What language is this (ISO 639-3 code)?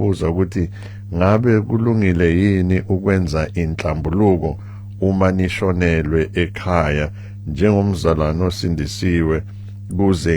zul